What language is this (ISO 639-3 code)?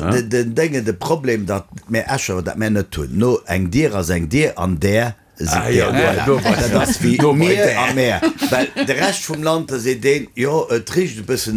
ltz